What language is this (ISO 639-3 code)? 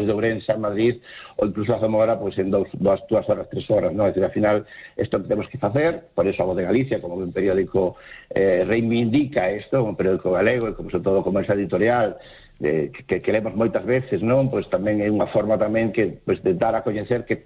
glg